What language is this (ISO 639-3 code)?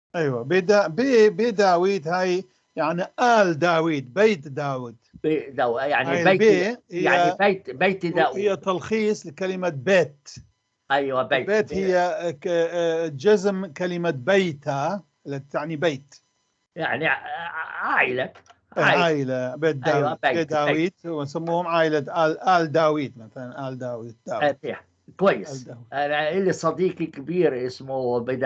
apc